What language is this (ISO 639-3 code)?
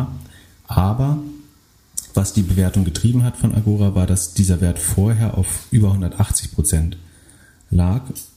deu